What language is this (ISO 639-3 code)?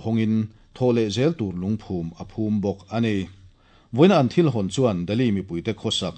lus